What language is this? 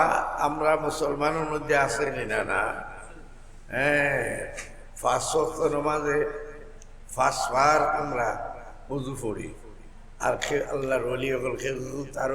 Sylheti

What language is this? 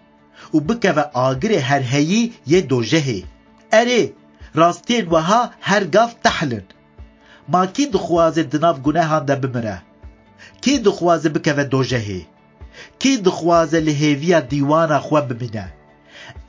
Kurdish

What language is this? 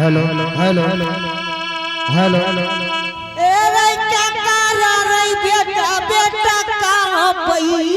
Angika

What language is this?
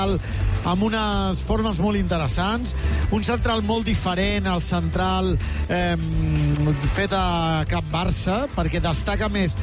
Catalan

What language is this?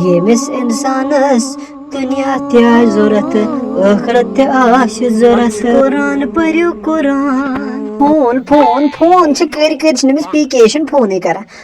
Kashmiri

